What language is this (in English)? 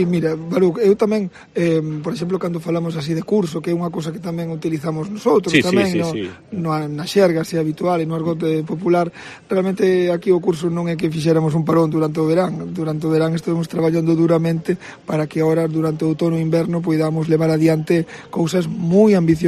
Galician